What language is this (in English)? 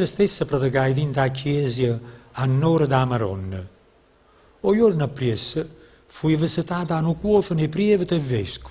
Neapolitan